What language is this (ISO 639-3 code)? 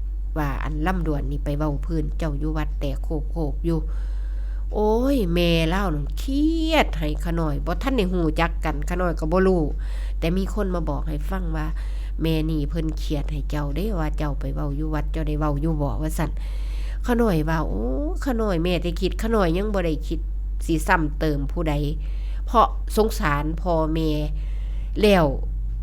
tts